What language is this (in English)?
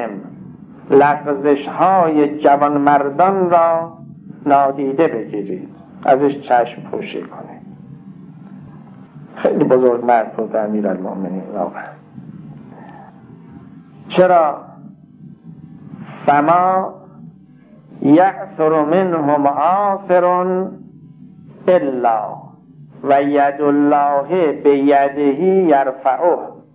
Persian